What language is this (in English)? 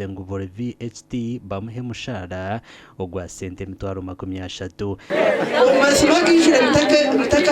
Nyankole